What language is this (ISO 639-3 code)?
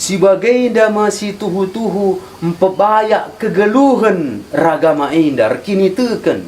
btx